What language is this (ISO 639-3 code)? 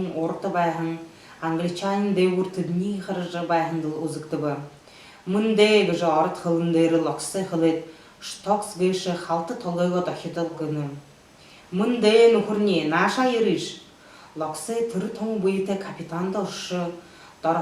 bua